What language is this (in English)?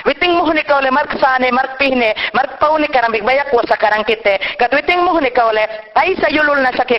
Mayangna